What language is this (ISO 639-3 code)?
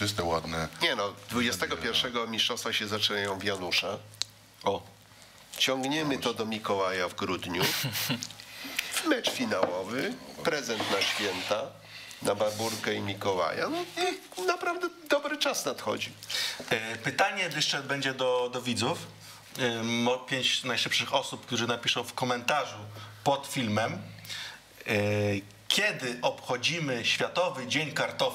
pol